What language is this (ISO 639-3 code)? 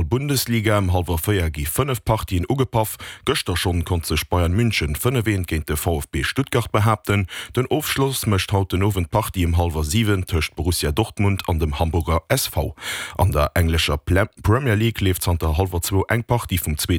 ltz